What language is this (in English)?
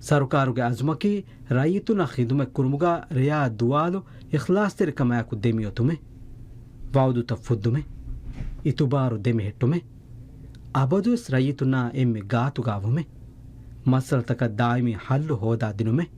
Divehi